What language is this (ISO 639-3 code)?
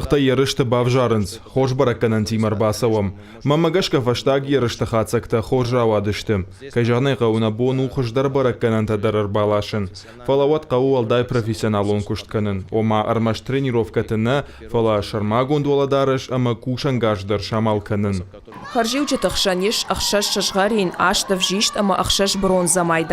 oss